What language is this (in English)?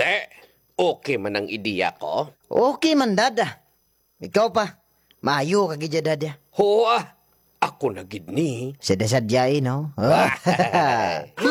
Hiligaynon